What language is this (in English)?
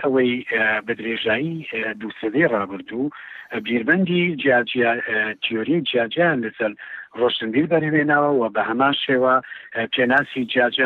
Central Kurdish